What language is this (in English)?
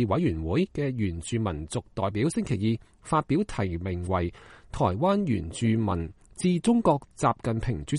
Cantonese